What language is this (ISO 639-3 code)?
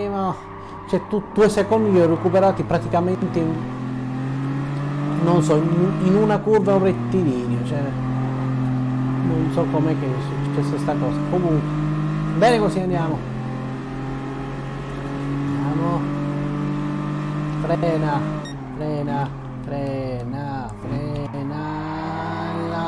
ita